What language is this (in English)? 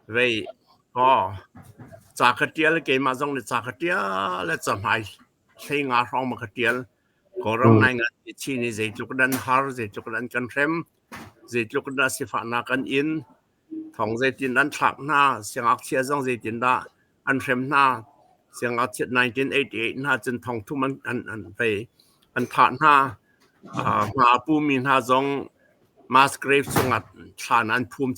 Hakha Chin